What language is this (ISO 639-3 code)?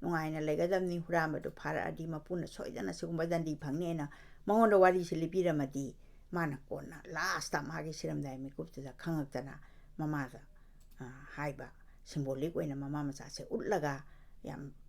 mni